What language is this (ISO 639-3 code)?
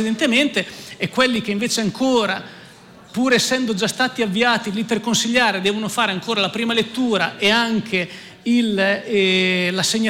ita